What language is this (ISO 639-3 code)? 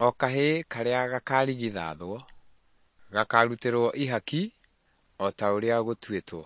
kik